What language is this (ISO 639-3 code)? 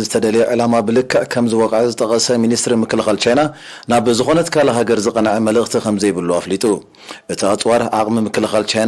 tir